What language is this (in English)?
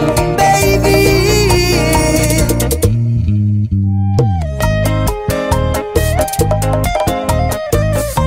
Spanish